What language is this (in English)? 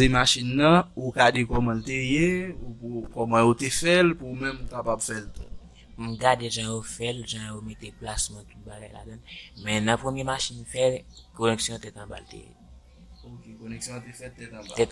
Haitian Creole